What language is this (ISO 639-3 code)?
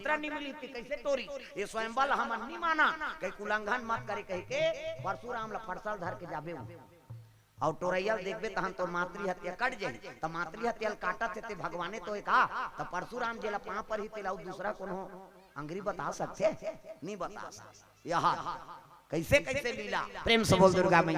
hne